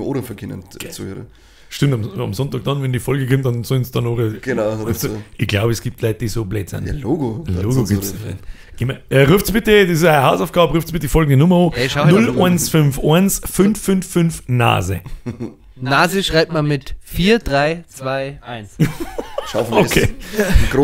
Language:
Bavarian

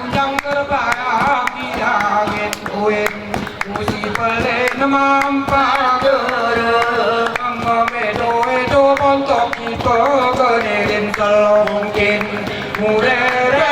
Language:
Gayo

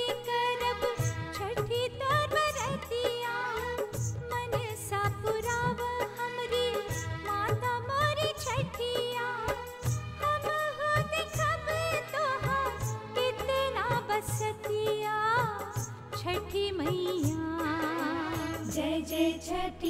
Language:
Bhojpuri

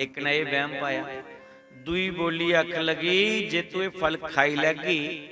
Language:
Dogri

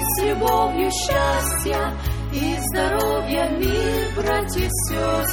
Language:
Russian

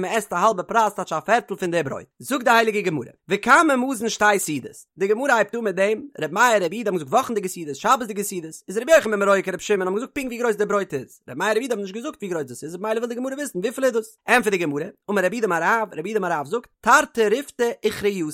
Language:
Yiddish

